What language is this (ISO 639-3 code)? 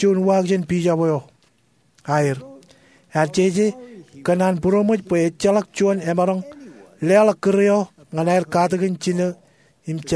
mah